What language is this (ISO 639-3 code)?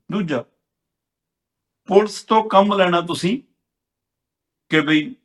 pan